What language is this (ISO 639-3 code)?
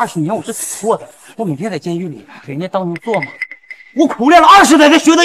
zho